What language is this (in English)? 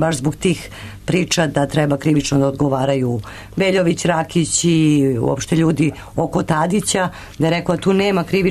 Serbian